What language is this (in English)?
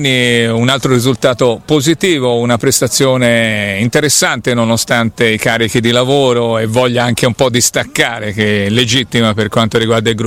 Italian